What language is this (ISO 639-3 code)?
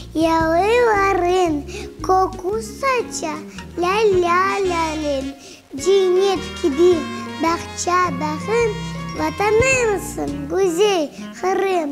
crh